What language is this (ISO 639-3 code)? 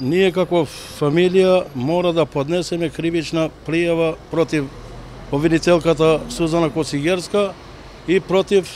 mkd